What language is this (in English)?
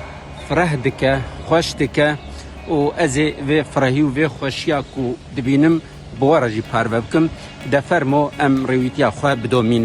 Kurdish